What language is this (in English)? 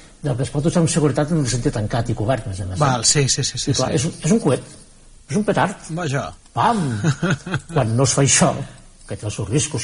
Catalan